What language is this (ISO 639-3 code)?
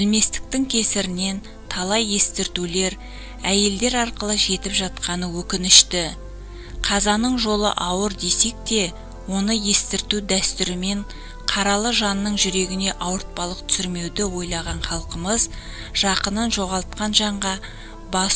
kaz